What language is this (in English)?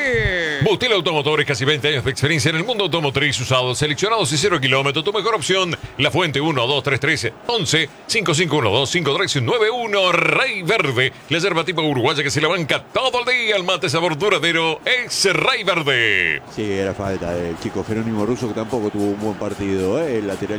Spanish